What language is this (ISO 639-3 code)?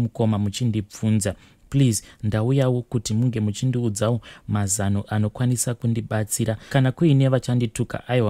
sna